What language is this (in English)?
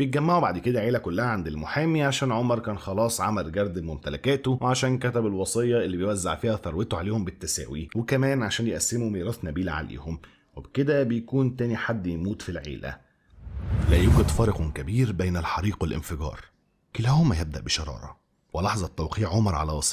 Egyptian Arabic